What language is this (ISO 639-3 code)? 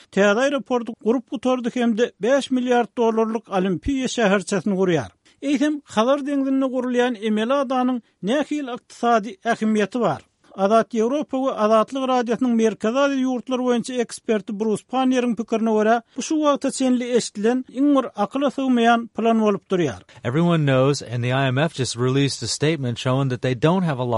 tuk